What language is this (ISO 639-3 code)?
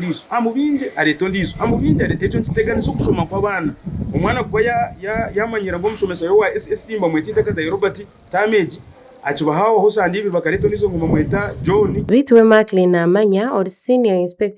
nyn